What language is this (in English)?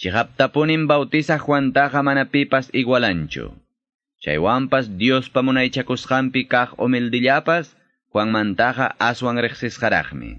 Quechua